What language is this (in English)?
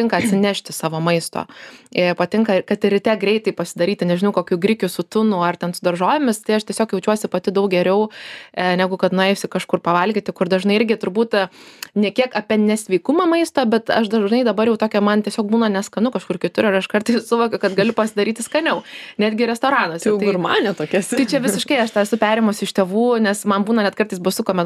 Lithuanian